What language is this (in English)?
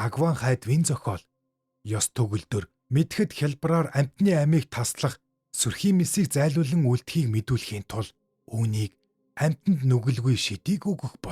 Mongolian